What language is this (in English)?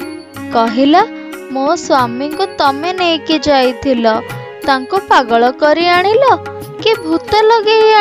Odia